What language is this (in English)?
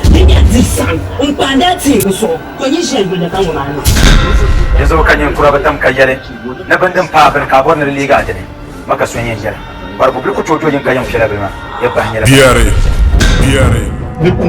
Dagbani